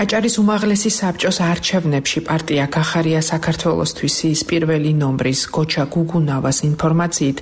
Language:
Georgian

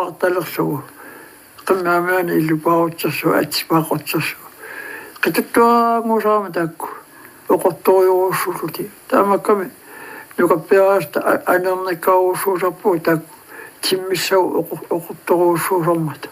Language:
Kalaallisut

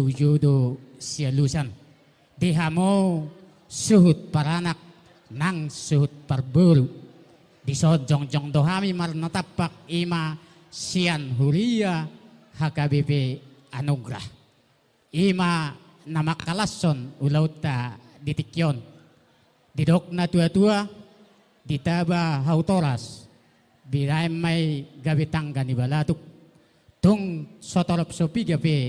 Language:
Batak Toba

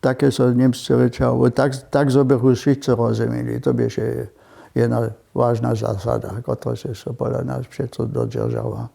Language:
Upper Sorbian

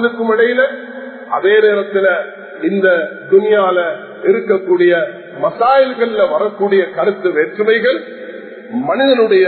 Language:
Tamil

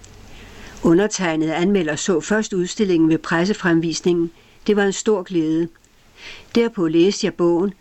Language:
Danish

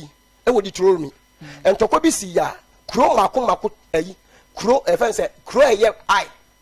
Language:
Akan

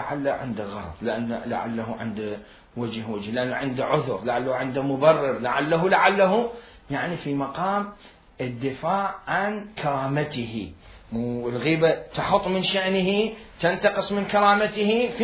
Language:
Mesopotamian Arabic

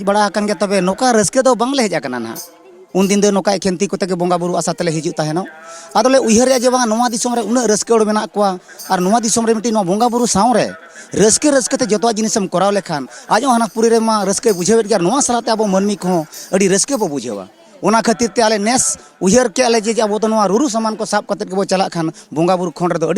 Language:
Santali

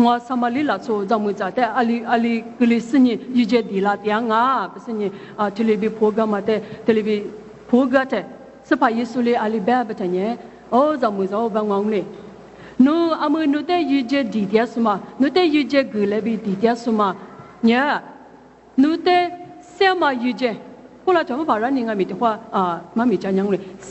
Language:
Lisu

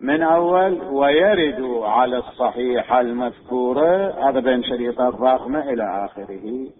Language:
Mesopotamian Arabic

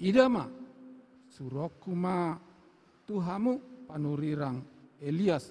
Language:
Batak Toba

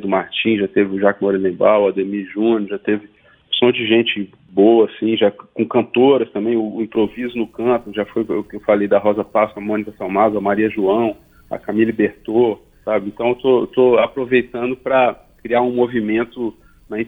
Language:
Portuguese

